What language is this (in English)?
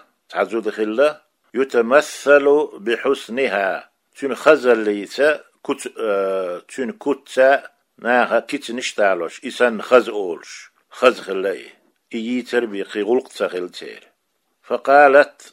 Chechen